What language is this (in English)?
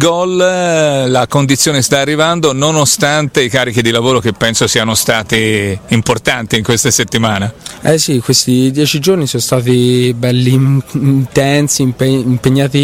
Italian